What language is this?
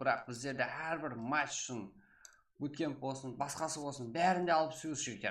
Kara-Kalpak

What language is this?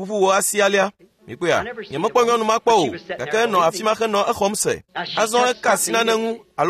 Ewe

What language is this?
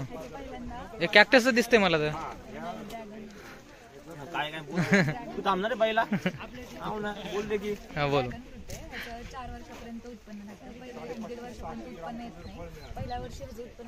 Marathi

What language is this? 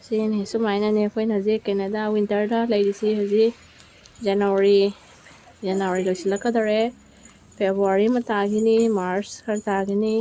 Manipuri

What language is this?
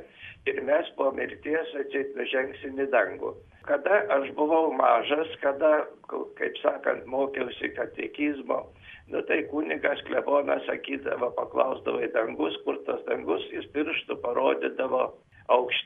Lithuanian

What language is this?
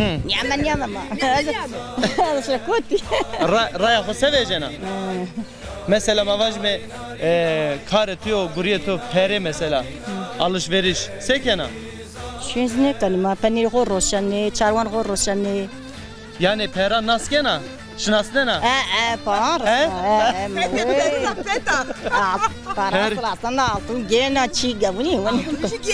Zaza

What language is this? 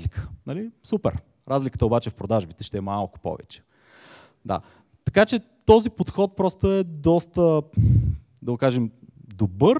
Bulgarian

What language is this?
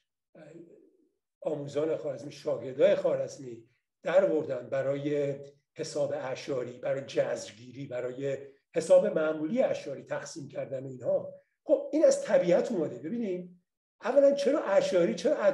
Persian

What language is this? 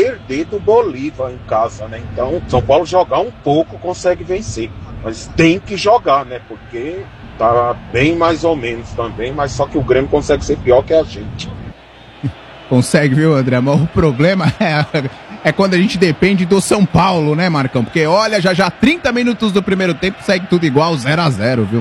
Portuguese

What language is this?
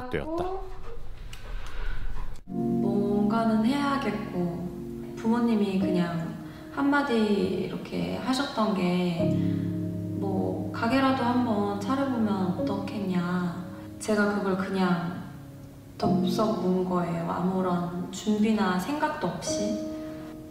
Korean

